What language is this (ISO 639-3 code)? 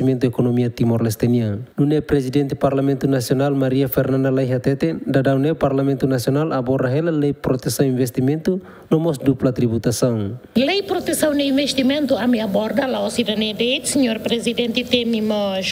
tet